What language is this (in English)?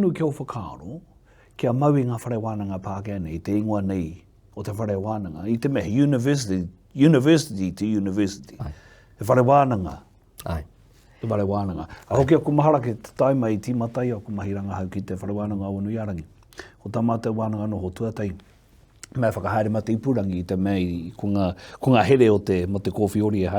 Māori